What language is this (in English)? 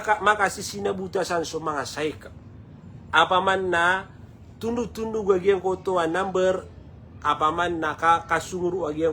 Maranao